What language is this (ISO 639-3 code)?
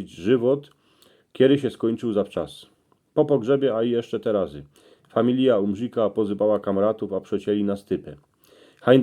szl